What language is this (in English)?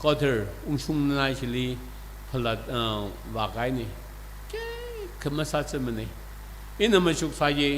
Tangkhul Naga (India)